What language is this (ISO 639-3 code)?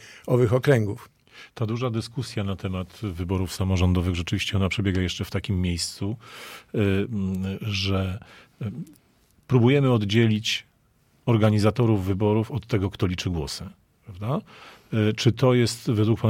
pol